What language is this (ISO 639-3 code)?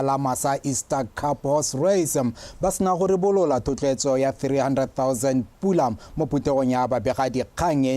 tsn